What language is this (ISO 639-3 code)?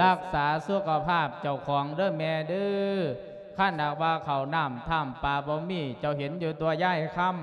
lao